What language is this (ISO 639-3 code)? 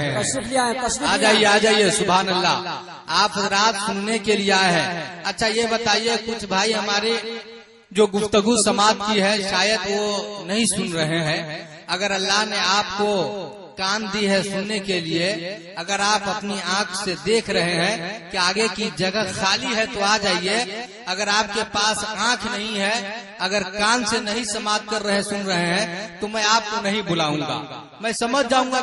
urd